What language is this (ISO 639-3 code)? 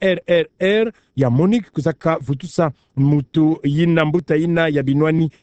ktu